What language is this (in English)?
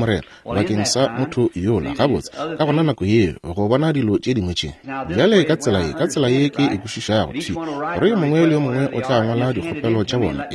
Northern Sotho